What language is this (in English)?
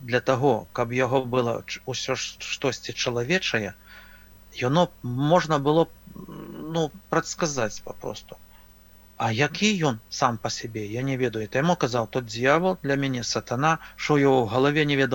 Belarusian